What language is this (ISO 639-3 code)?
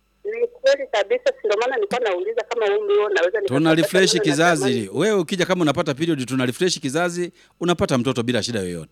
swa